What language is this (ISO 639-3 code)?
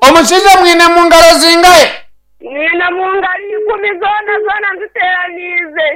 nyn